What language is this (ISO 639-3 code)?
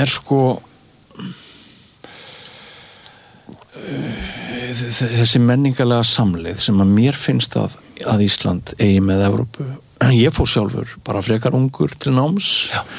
isl